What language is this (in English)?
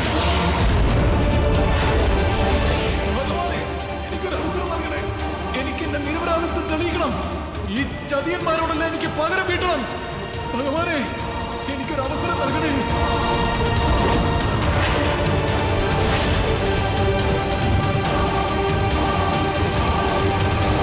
Malayalam